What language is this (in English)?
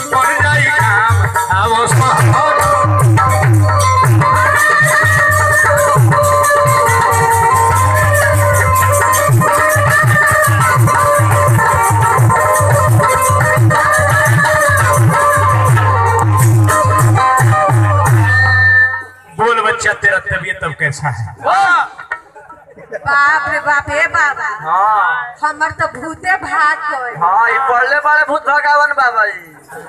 Bhojpuri